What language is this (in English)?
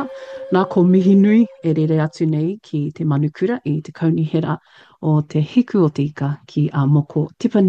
Māori